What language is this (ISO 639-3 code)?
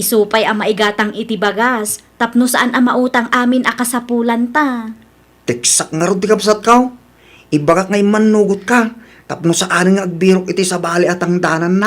ilo